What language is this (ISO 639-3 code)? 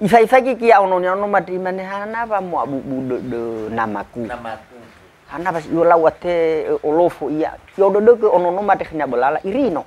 nia